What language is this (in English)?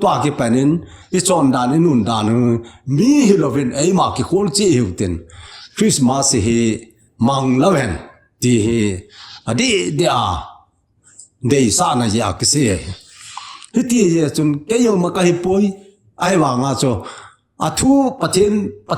Thado Chin